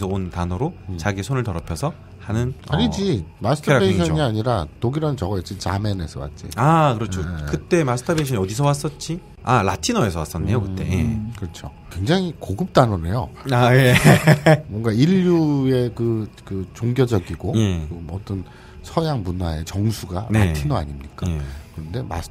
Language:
Korean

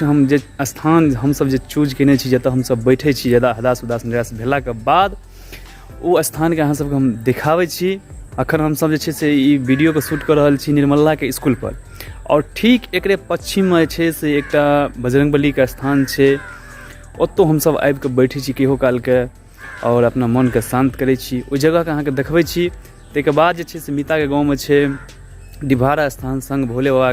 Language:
Maithili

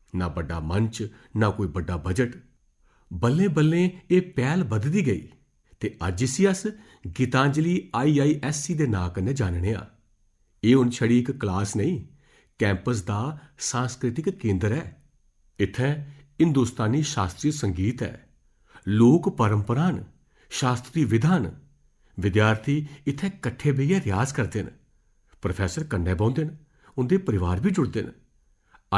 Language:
Dogri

